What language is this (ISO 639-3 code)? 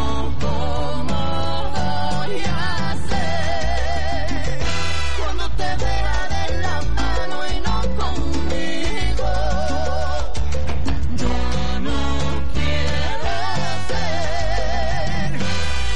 spa